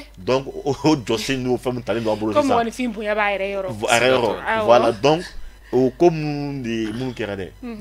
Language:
Bambara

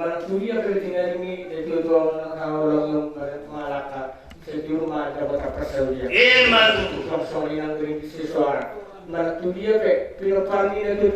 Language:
Batak Toba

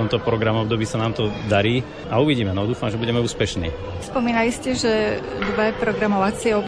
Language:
Slovak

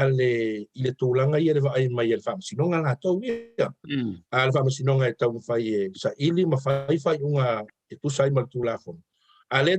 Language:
Samoan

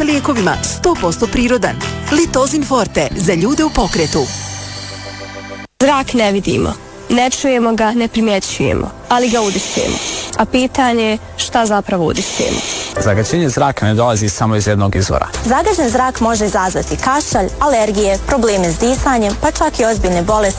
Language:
Croatian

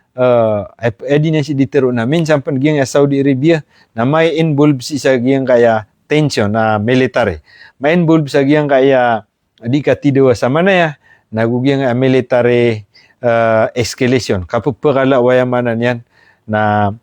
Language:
Maranao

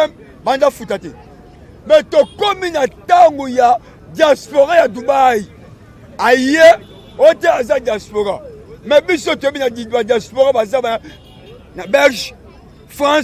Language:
Lingala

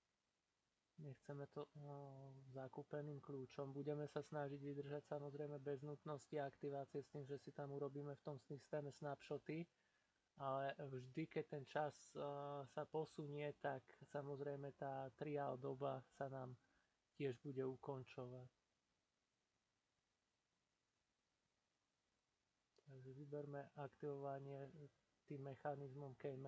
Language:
Slovak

